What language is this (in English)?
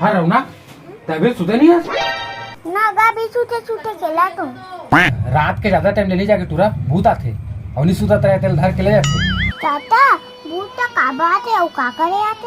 Chhattisgarhi